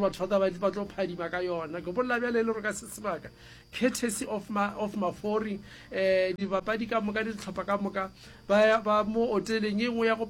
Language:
Northern Sotho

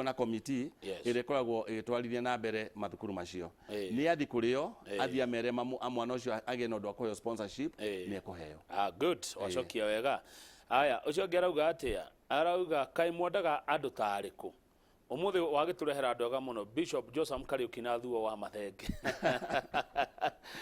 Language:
Kikuyu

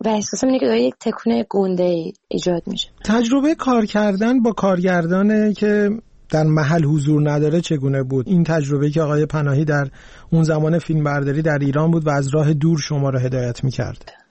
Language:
Persian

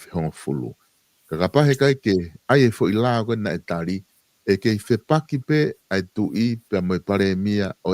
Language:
Tongan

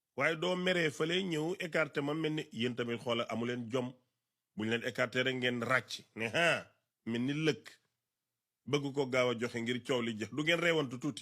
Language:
Wolof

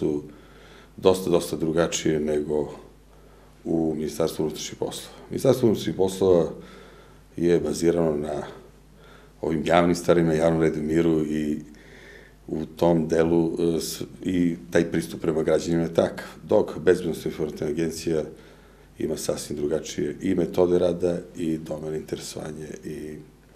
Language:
Serbian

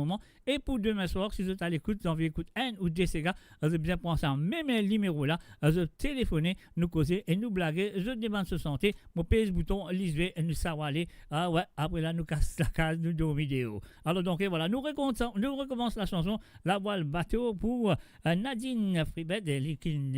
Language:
Morisyen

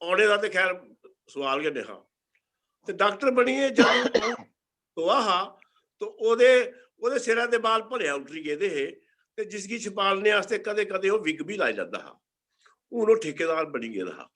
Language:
Dogri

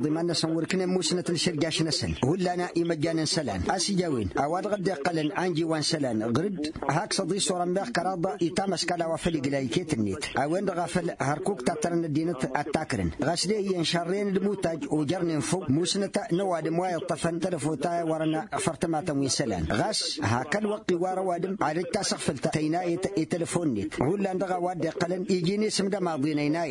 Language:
Tamasheq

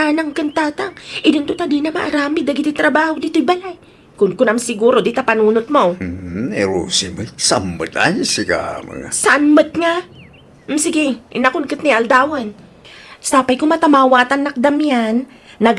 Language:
Iloko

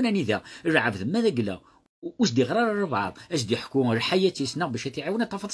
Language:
Kabyle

